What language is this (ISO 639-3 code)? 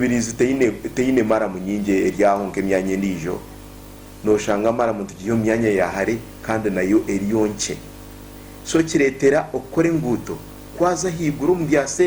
nyn